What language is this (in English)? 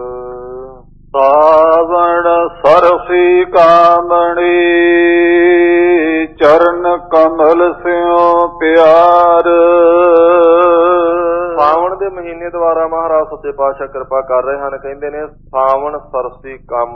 Punjabi